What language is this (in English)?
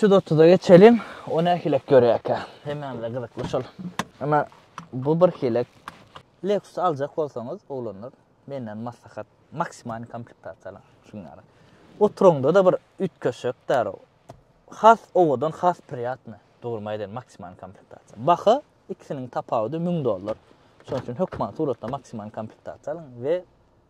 Turkmen